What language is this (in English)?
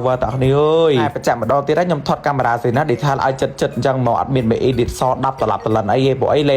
Khmer